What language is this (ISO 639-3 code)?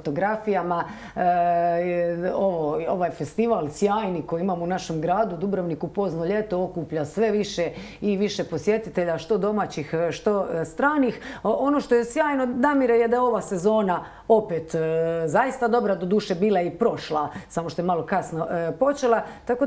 hrv